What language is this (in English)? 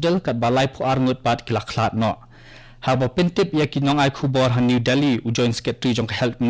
Khasi